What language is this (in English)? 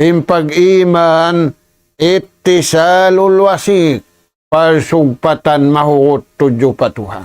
Tausug